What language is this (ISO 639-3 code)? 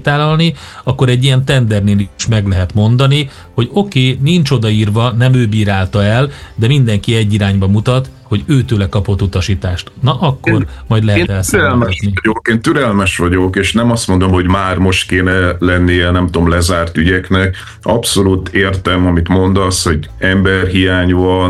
hun